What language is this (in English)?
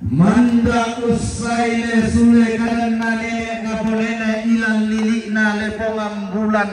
Toraja-Sa'dan